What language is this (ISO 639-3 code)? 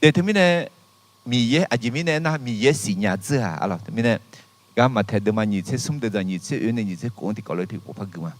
ahk